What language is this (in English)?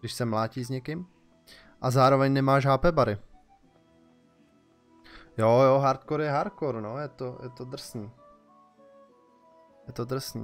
Czech